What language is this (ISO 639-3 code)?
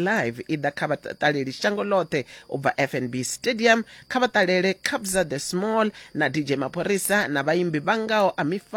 ven